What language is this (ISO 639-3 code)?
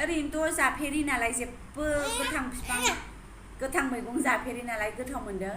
brx